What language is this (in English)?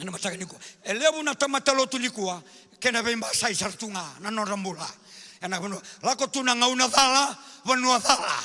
Fijian